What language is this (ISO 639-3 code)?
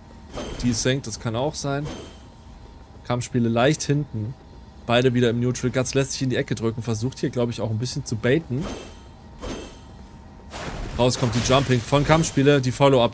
deu